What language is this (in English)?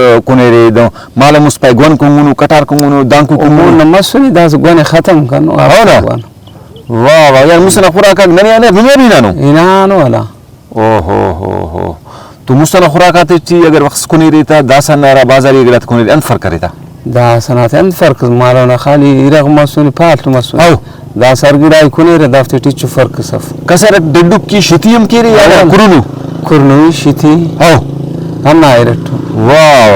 Brahui